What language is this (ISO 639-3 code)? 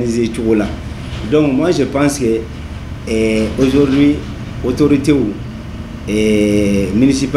bam